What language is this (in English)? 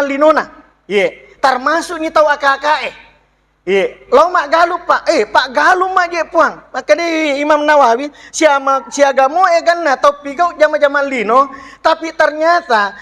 Buginese